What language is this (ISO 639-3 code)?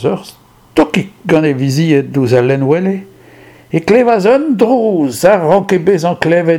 bre